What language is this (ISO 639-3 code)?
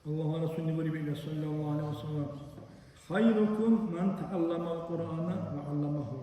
dar